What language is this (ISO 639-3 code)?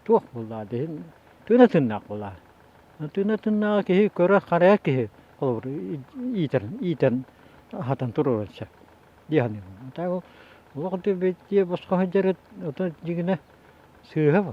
sah